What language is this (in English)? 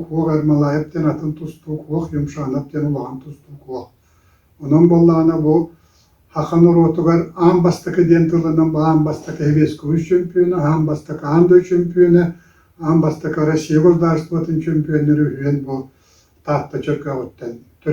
Yakut